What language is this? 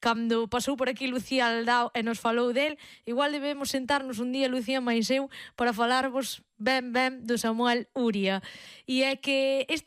Galician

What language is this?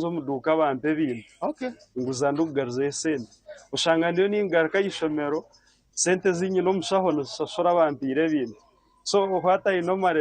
Nyankole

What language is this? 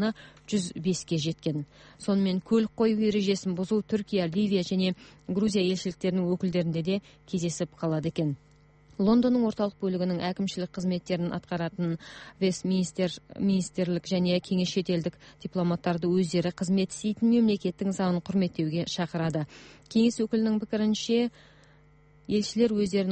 Kazakh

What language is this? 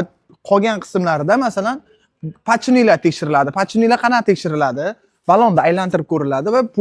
Uzbek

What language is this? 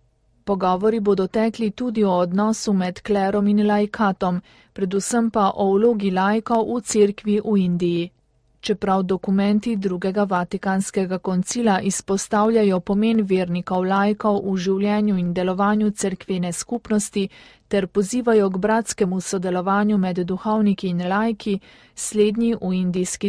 Slovenian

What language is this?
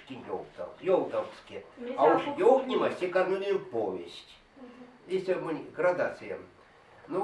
Erzya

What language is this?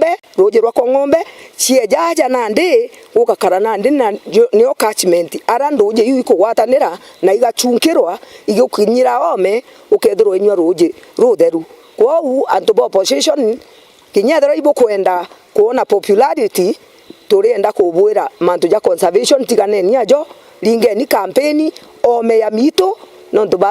Meru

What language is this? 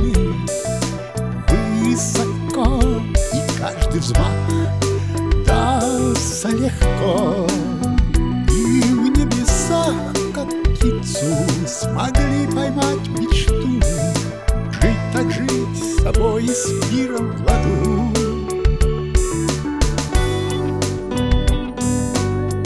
Russian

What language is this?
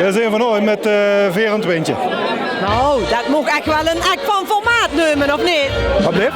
Limburgish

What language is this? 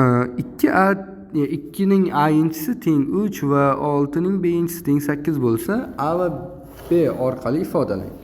Uzbek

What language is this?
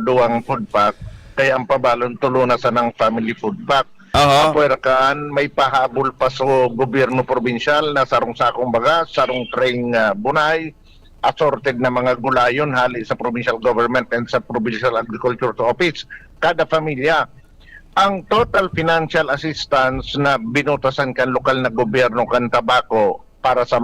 Bikol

